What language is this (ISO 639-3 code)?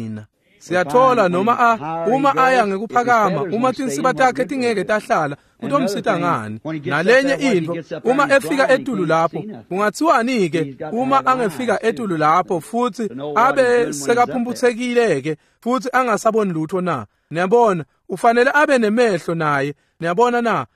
ssw